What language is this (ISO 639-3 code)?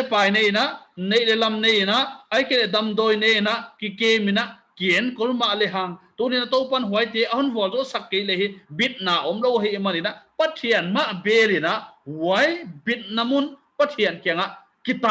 pck